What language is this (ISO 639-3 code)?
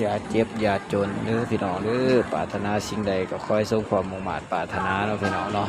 tts